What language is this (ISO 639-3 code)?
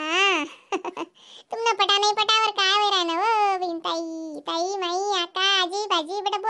khn